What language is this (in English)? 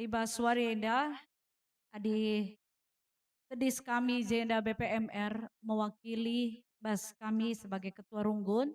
Batak Karo